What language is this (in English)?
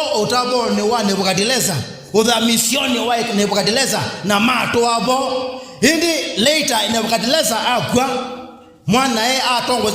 Kamba